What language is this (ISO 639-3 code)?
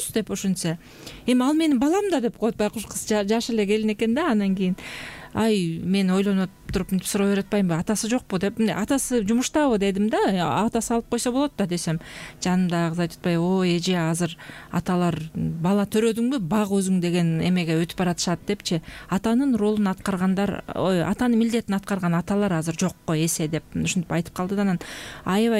kir